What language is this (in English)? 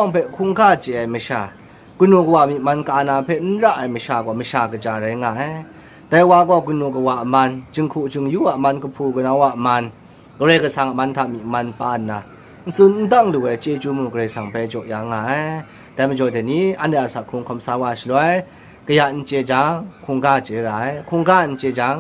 Kachin